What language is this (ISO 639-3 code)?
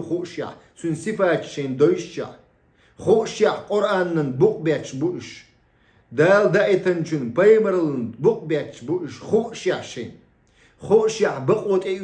che